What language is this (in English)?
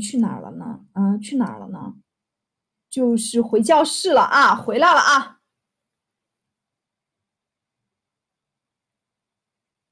Chinese